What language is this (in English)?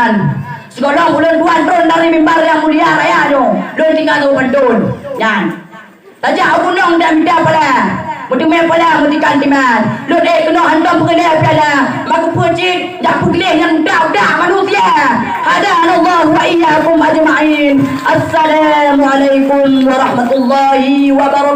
Achinese